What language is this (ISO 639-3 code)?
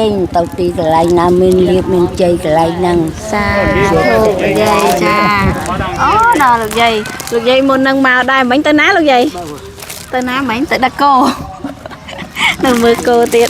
khm